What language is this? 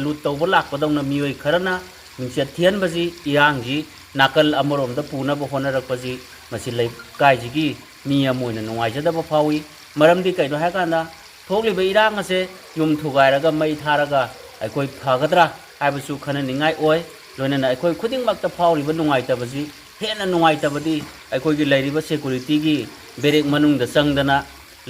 Manipuri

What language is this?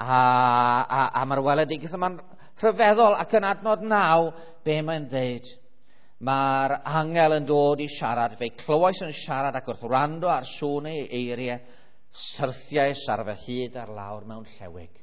Welsh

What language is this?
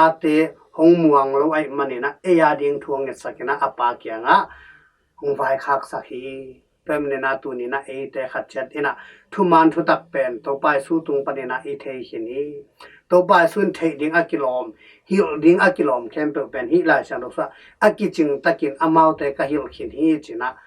Tedim Chin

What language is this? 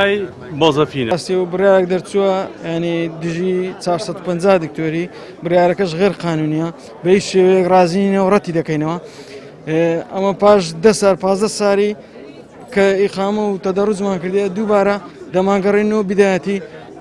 Central Kurdish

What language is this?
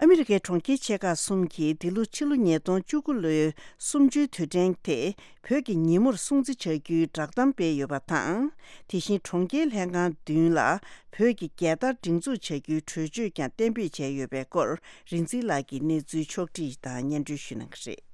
Tibetan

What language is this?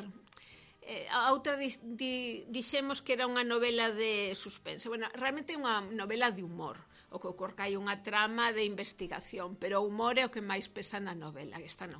Galician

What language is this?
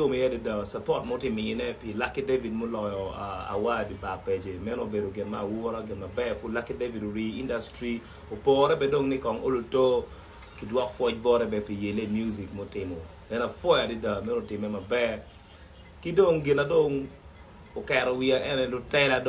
Acoli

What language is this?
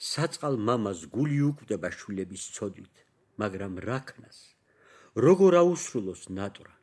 Georgian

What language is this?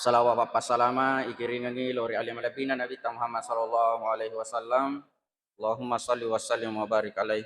Buginese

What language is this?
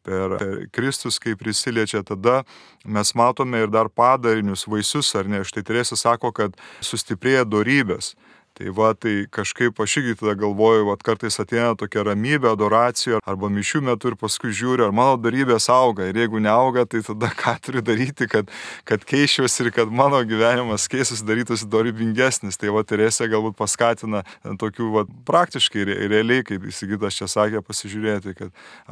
Lithuanian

